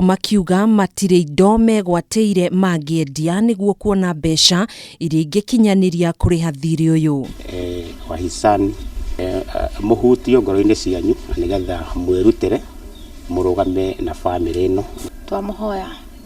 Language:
Kikuyu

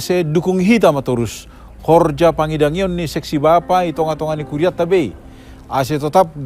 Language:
Batak Simalungun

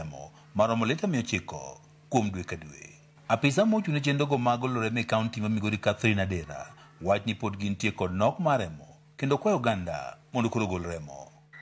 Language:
Luo (Kenya and Tanzania)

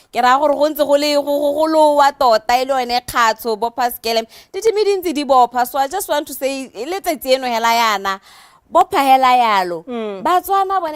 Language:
Tswana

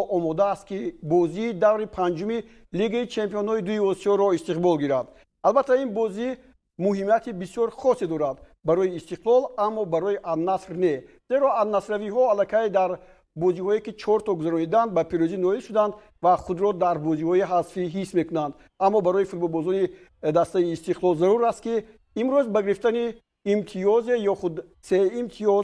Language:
Tajik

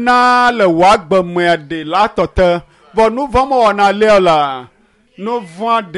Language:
Ewe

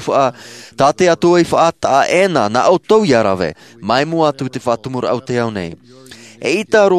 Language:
Tahitian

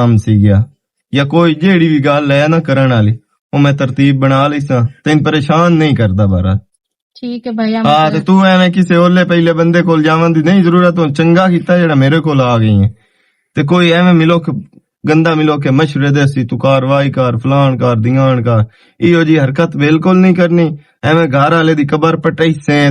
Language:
Western Panjabi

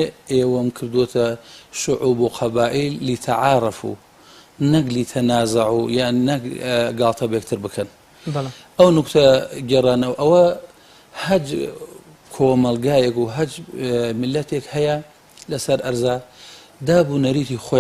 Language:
Central Kurdish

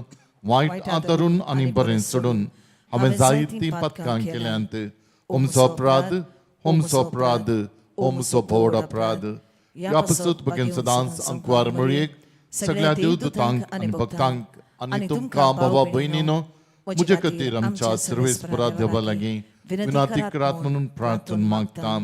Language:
Konkani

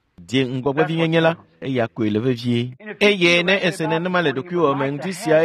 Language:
Ewe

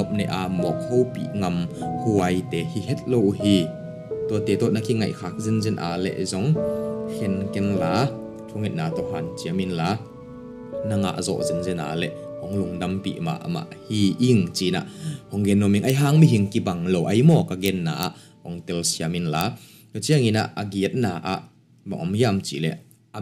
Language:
Tedim Chin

